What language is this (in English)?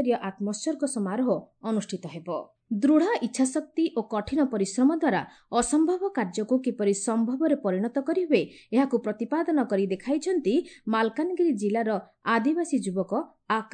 Odia